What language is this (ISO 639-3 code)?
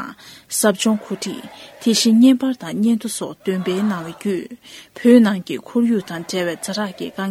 bod